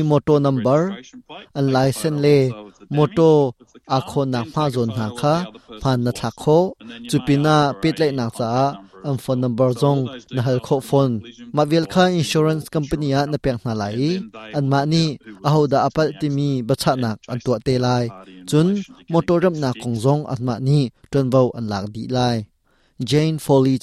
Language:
Hakha Chin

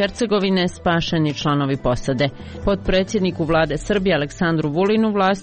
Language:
Croatian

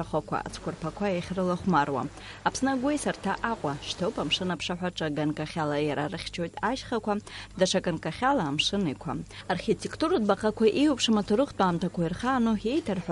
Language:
Abkhazian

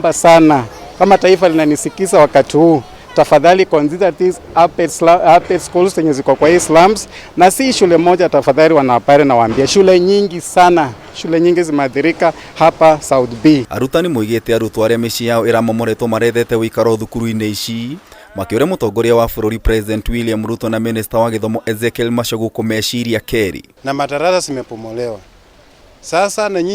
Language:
Kikuyu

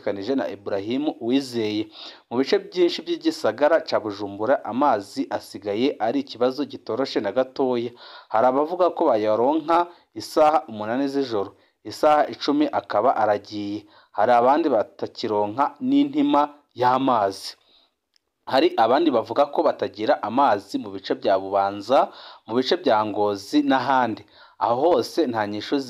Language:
Rundi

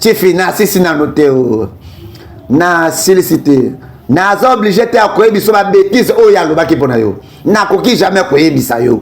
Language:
Lingala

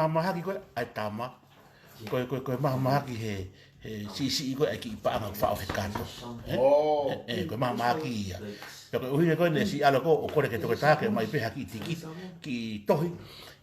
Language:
Tongan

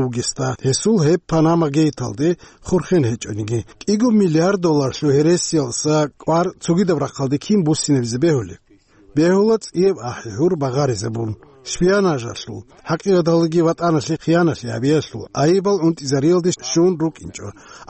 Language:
Avaric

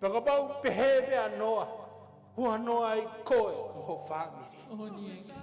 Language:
Tongan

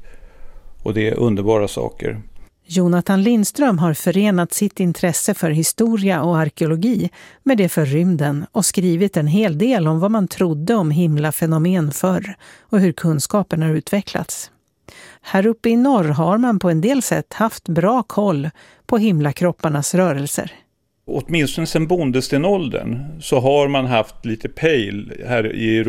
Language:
Swedish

